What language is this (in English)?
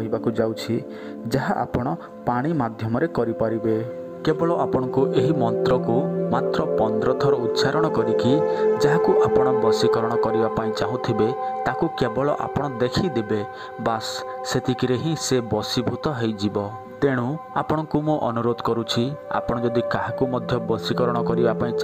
Odia